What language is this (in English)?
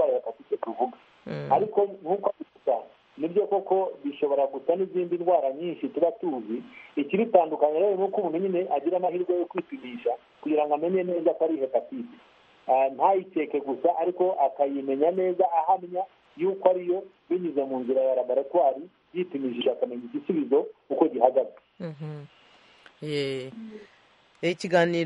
Kinyarwanda